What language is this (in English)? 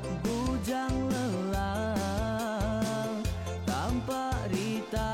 Iban